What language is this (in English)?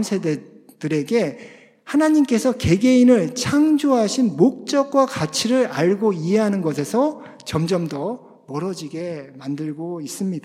Korean